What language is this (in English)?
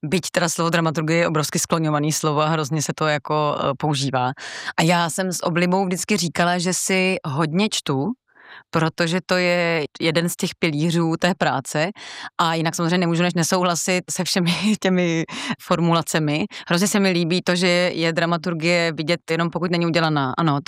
Czech